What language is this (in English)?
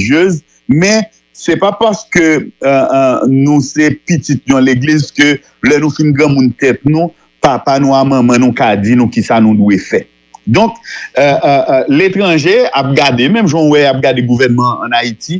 Haitian Creole